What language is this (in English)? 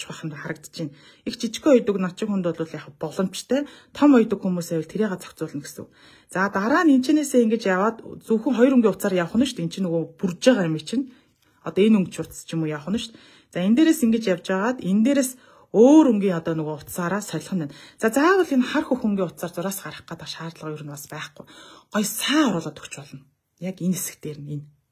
Mongolian